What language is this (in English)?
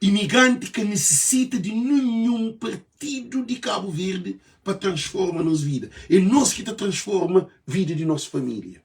Kabuverdianu